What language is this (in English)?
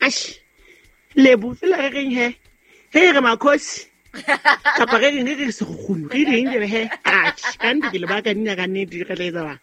Southern Sotho